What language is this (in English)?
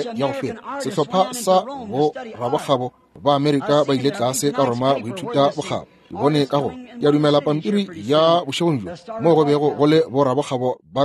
Northern Sotho